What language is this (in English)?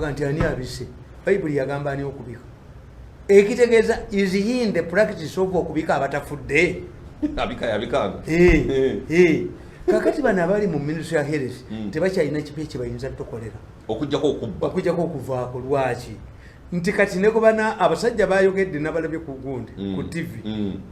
Ganda